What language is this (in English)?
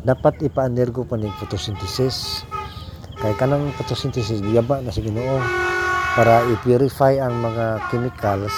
Cebuano